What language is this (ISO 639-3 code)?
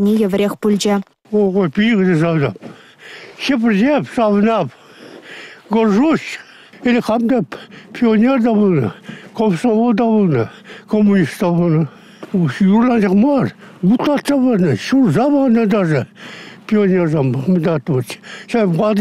chv